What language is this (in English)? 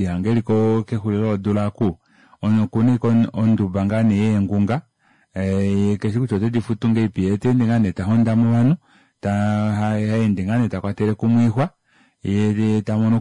Kuanyama